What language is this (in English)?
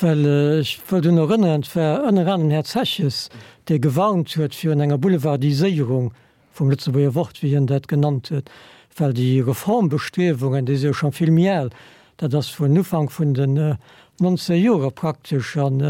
Luxembourgish